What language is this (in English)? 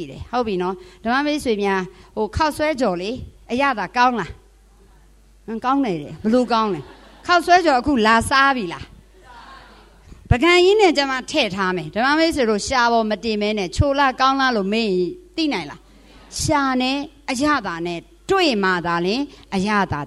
Burmese